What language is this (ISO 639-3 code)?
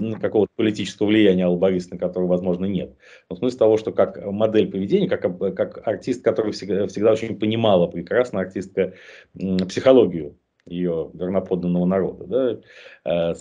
rus